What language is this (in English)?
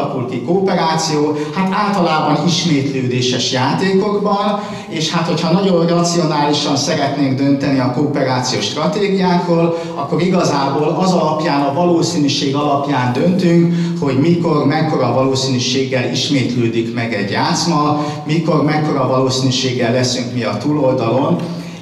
Hungarian